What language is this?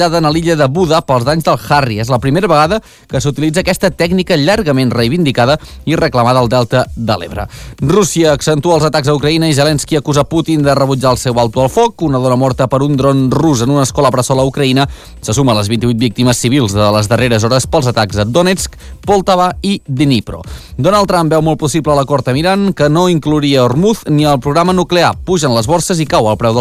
Catalan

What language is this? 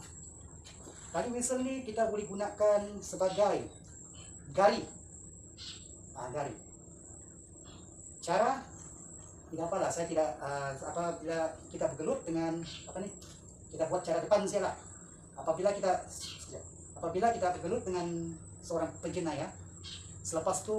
Malay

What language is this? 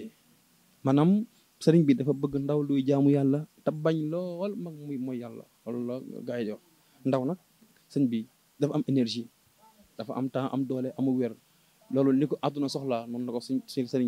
Wolof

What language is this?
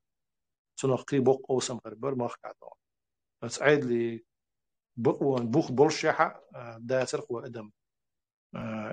Chechen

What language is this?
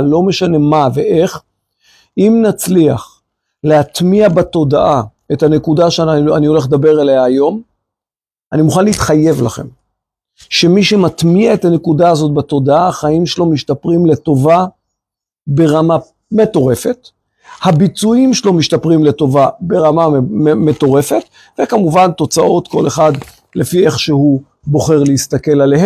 Hebrew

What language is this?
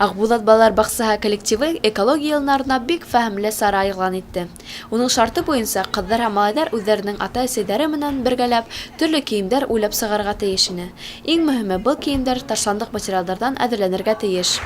Bashkir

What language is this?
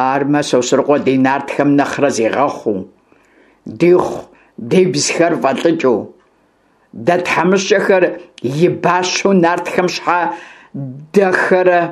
Kabardian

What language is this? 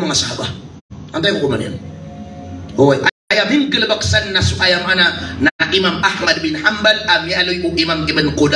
Maranao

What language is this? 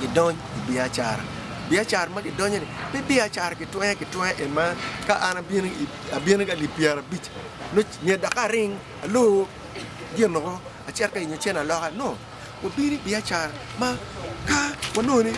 Acoli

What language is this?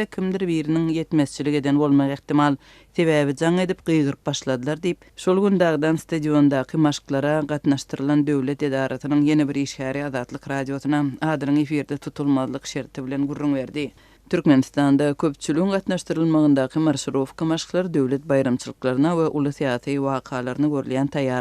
Turkmen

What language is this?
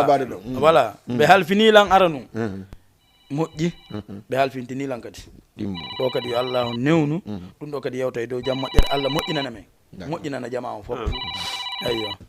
Fula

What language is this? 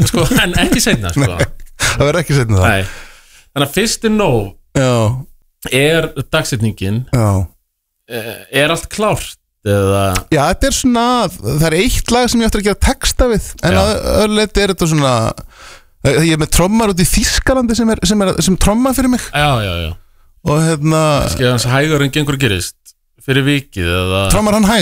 Icelandic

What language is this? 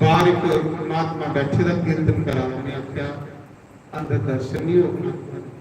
Dogri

